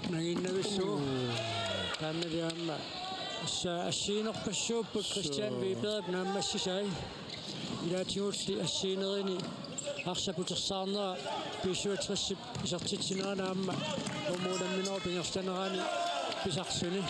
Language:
Kalaallisut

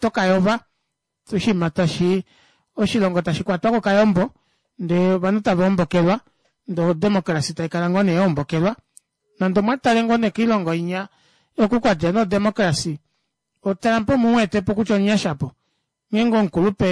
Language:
Kuanyama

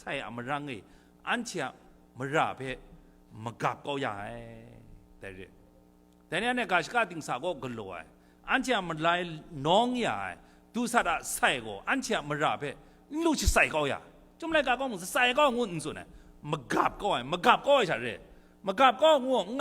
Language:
Kachin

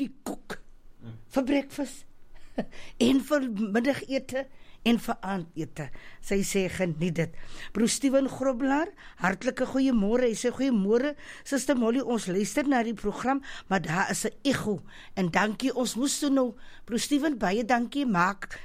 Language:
Afrikaans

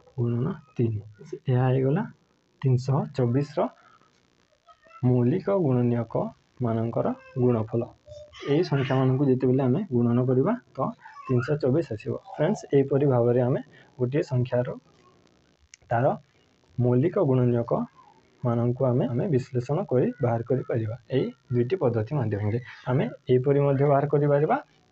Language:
Odia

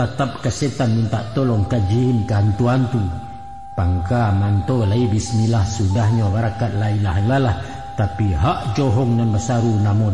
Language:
Minangkabau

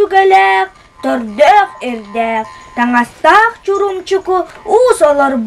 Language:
Yakut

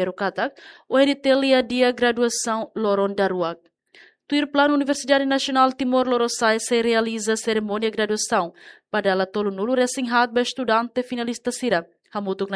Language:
Tetum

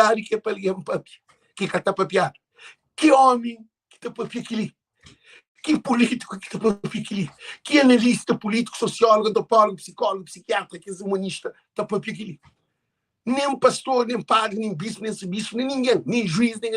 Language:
Kabuverdianu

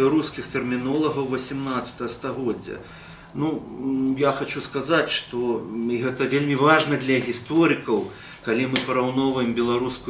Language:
Belarusian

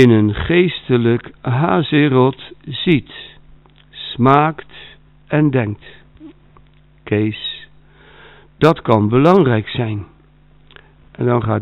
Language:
Dutch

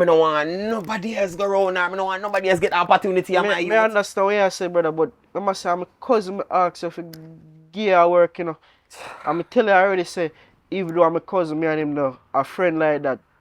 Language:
Jamaican Creole English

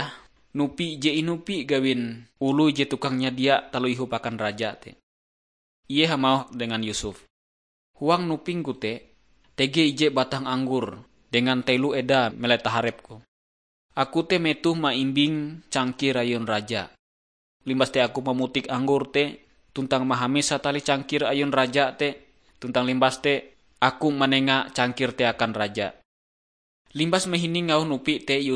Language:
Ngaju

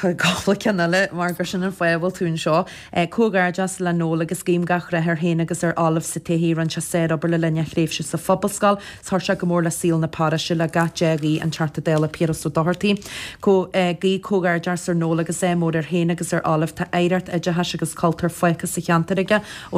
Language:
Irish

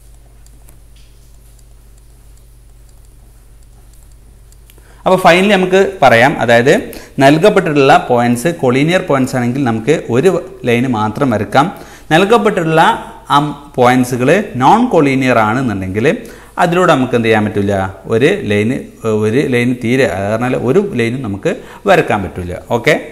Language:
Malayalam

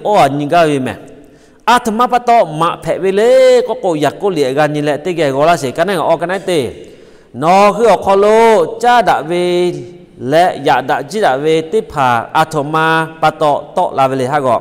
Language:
Lahu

